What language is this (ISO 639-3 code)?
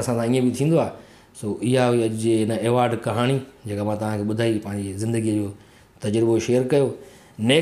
snd